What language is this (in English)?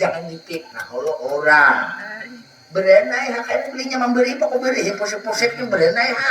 Banjar